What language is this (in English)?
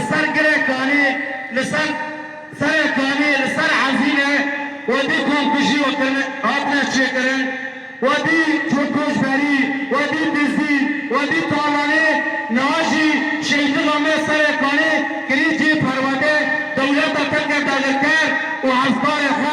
Kurdish